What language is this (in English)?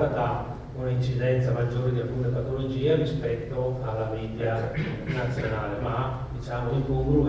Italian